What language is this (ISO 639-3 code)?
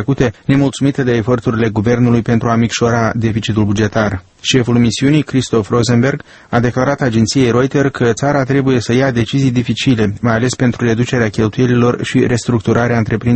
ron